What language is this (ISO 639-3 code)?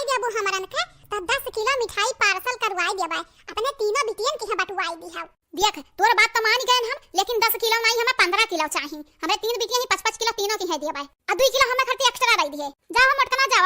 awa